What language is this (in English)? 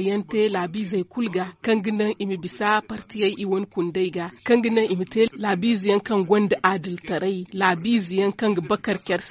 Zarma